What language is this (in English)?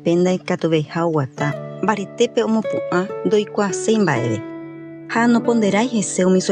Guarani